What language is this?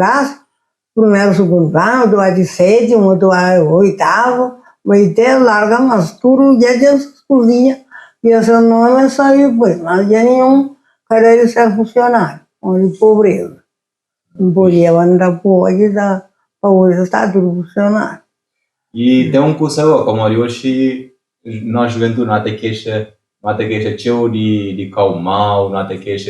Kabuverdianu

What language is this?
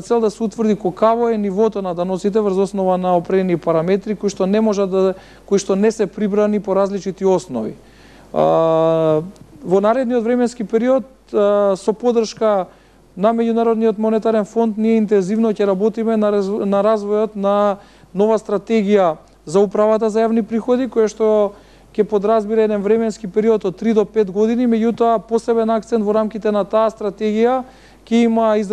Macedonian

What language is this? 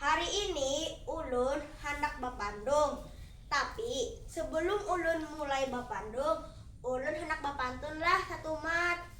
Banjar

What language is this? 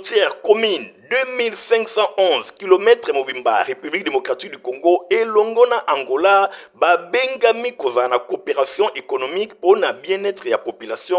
Lingala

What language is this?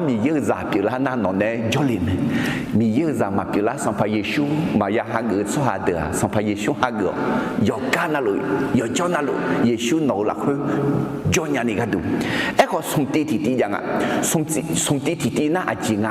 Akha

